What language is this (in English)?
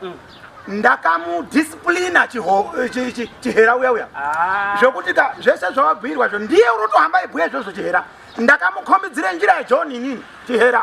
Shona